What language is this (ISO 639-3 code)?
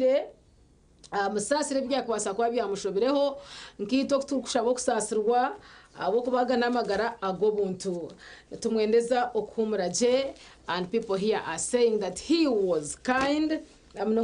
nyn